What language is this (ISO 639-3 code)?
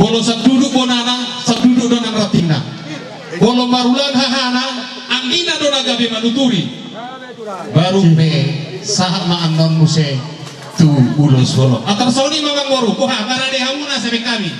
bbc